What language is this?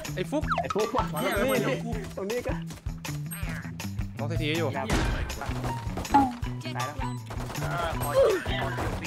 Thai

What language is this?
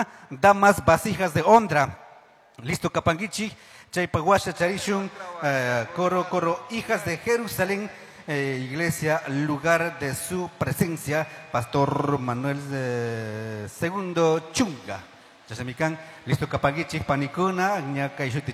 Chimborazo Highland Quichua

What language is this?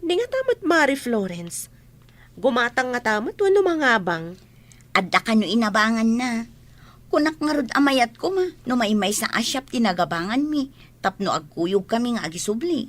Iloko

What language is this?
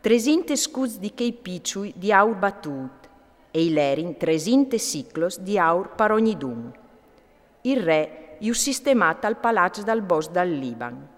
Friulian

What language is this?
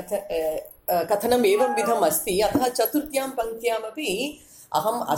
Sanskrit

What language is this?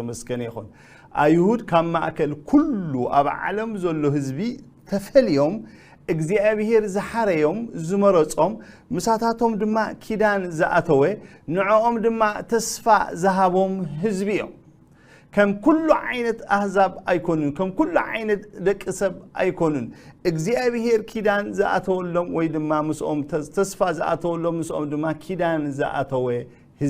Tigrinya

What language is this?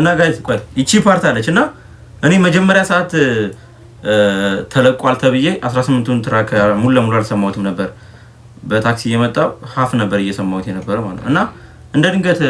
Amharic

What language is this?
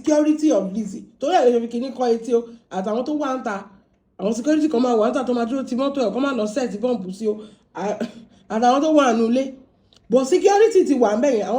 Yoruba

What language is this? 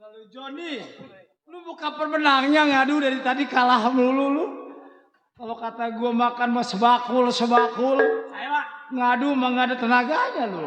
Betawi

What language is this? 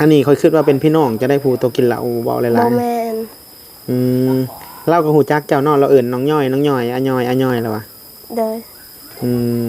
Northeastern Thai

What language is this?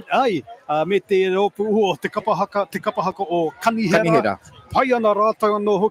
Māori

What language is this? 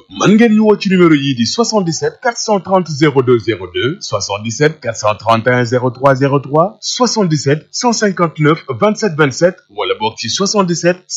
Wolof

